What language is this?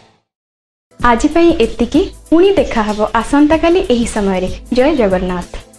Odia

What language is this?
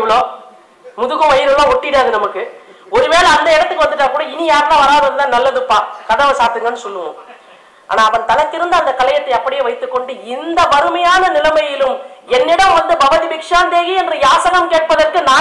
Tamil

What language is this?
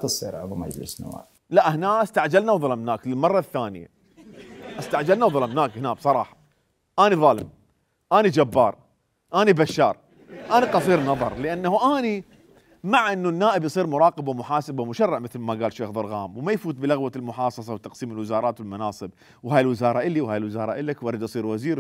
Mesopotamian Arabic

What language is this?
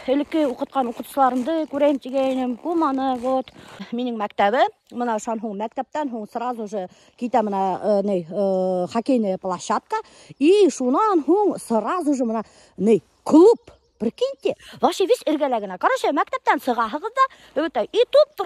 Bashkir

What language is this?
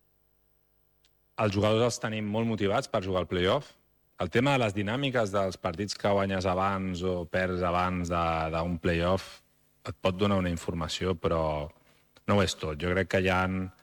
Catalan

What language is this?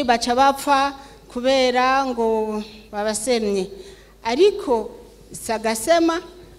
Rundi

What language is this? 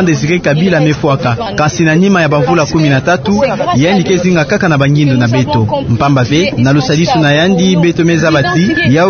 Kituba (Democratic Republic of Congo)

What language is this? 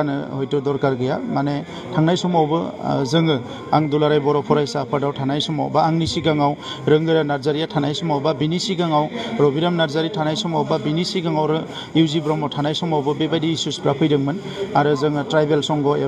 Bodo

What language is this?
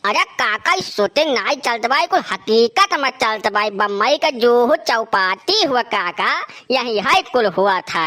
Awadhi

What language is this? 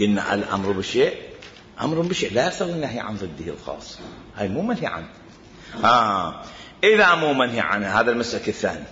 Mesopotamian Arabic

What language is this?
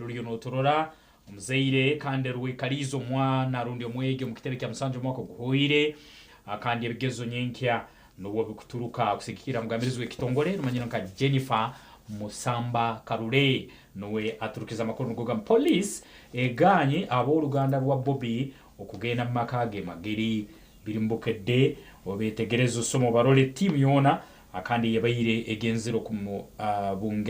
Nyankole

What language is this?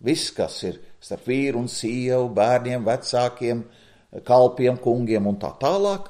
Latvian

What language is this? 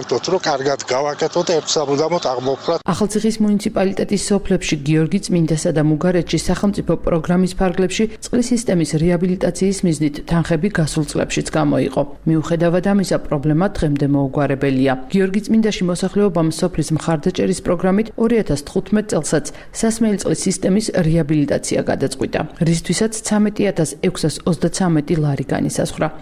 Georgian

